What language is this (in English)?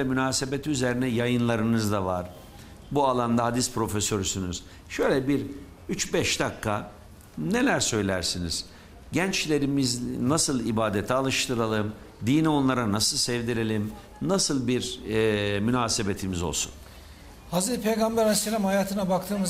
Turkish